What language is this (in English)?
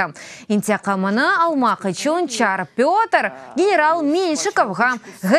Crimean Tatar